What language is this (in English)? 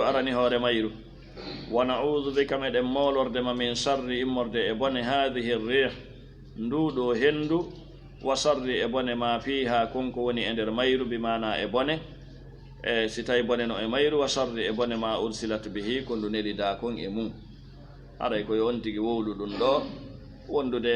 Fula